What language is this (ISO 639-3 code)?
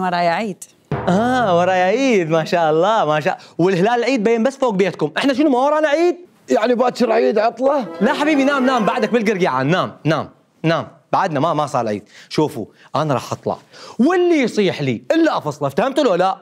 acm